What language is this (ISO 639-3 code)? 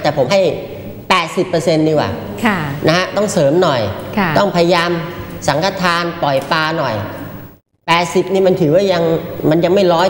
tha